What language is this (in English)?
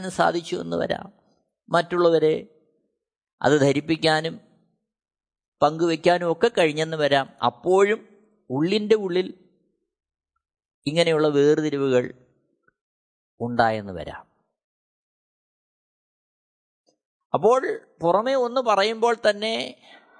Malayalam